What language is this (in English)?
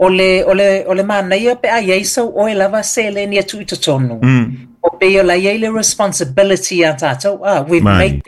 Samoan